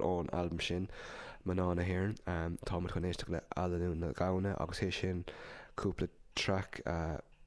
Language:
Irish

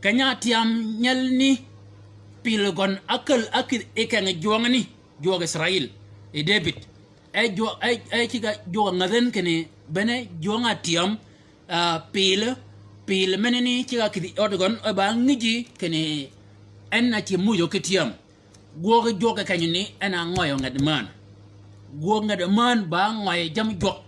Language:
Shilluk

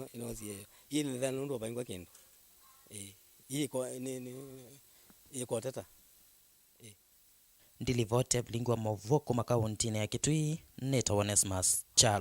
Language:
Kamba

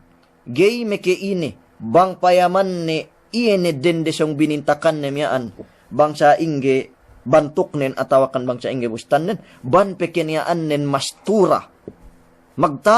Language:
Yakan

